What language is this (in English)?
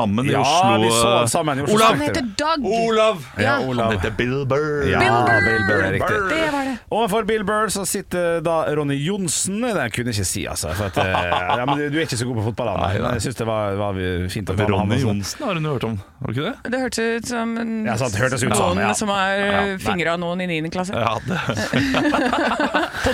Norwegian